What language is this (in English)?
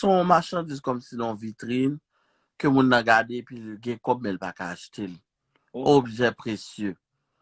Haitian Creole